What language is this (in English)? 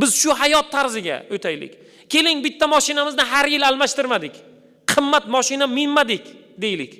Uzbek